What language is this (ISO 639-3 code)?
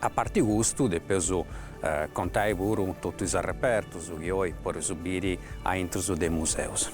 srd